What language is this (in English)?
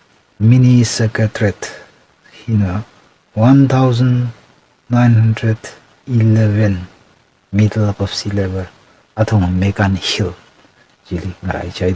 Tangkhul Naga (India)